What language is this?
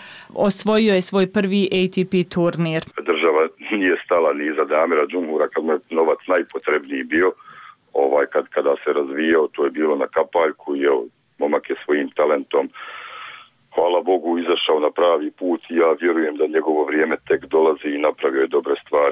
Bosnian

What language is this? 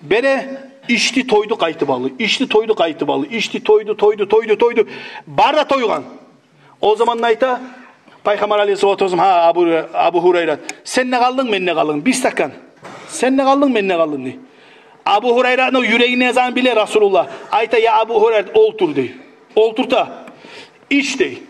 Kumyk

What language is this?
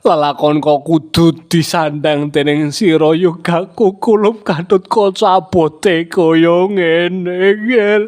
Javanese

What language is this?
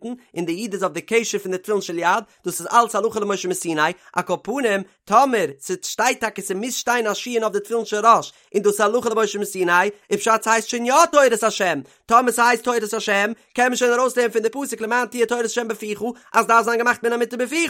Yiddish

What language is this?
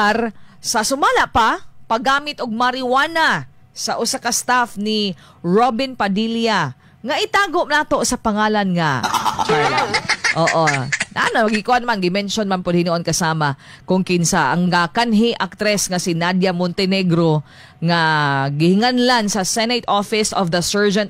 Cebuano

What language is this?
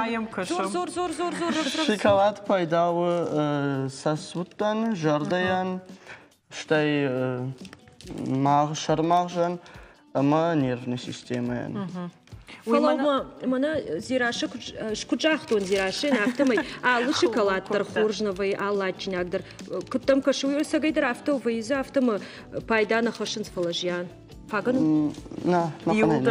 Ossetic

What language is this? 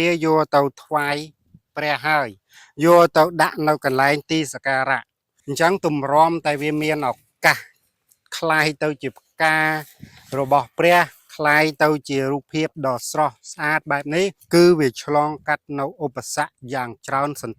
Khmer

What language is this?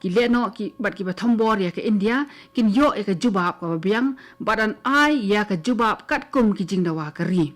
Khasi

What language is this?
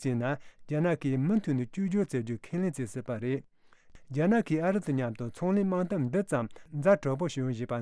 Tibetan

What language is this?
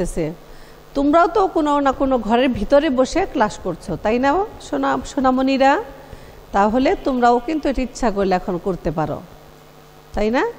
Bangla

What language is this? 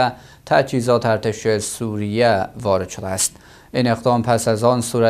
Persian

